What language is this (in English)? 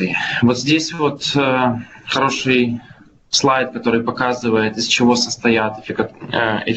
Russian